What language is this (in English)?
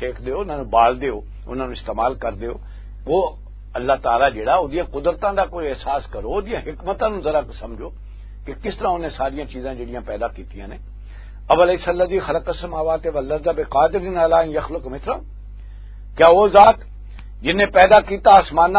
Western Panjabi